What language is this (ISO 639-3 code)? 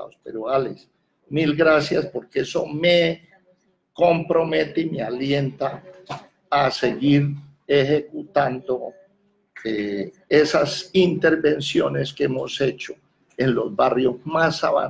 spa